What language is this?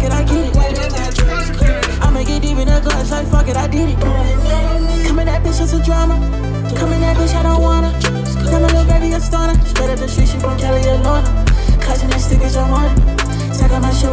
English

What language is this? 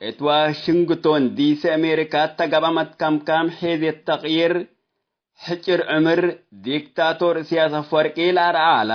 Tigre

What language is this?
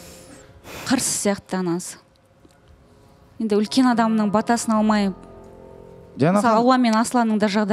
Kazakh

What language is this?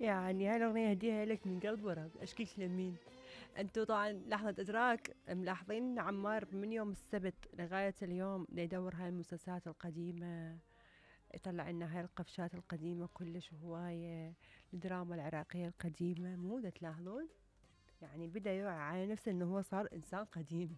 Mesopotamian Arabic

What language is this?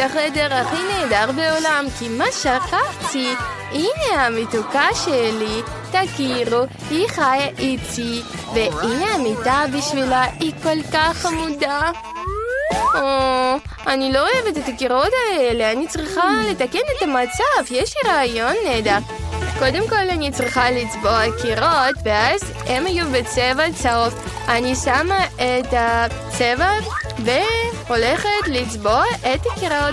Hebrew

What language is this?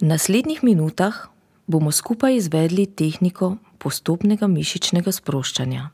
Slovenian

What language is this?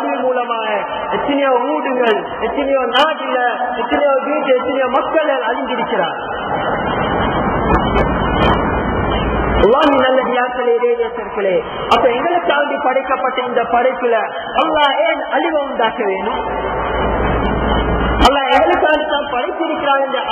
Tamil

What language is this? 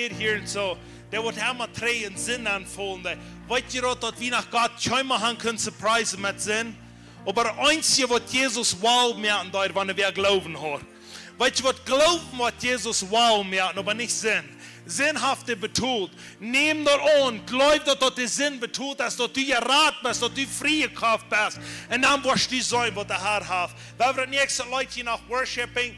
Plautdietsch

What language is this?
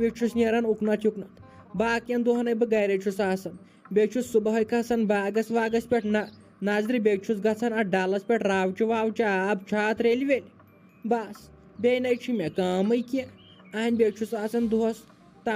Kashmiri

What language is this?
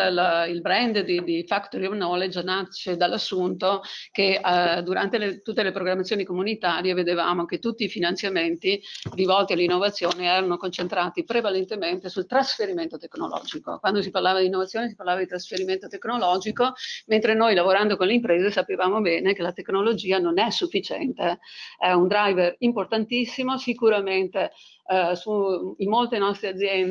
Italian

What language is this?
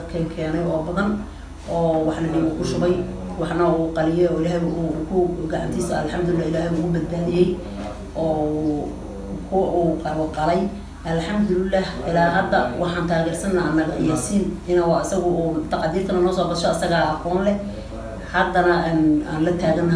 Somali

